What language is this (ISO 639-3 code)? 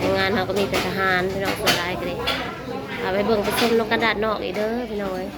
tts